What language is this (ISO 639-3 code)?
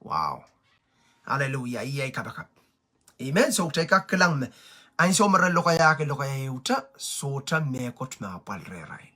pon